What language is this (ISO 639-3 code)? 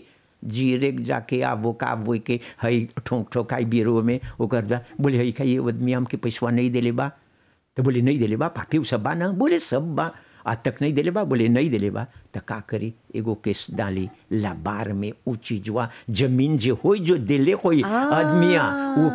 bho